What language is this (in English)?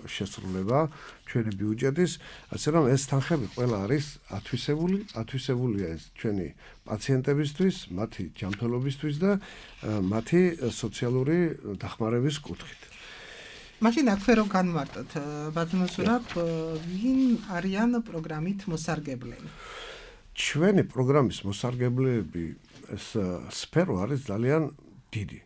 Georgian